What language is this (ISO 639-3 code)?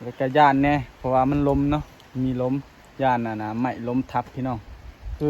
lao